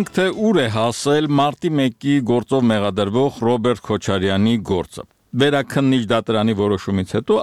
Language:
Armenian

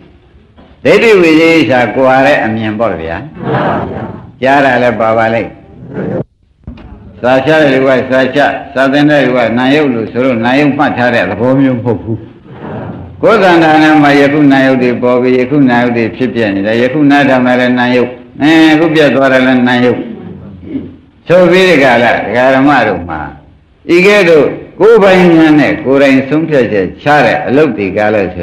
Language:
Burmese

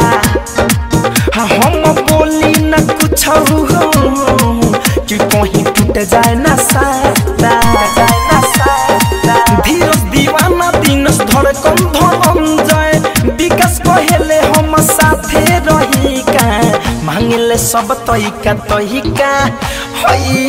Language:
Bhojpuri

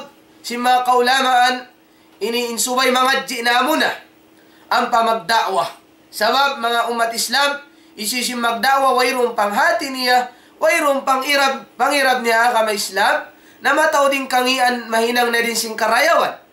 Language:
Tausug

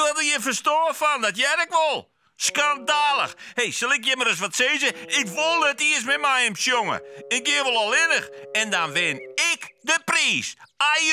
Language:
Western Frisian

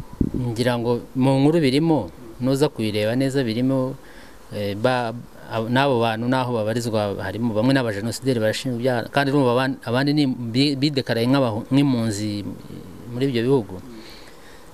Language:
Kinyarwanda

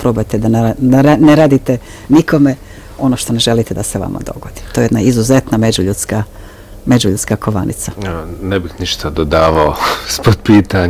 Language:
Bosnian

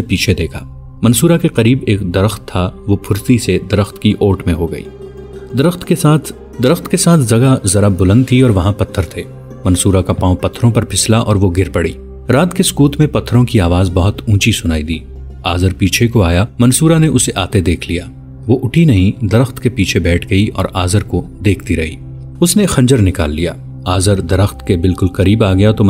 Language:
Urdu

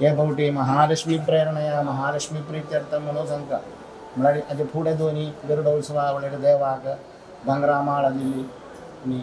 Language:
Konkani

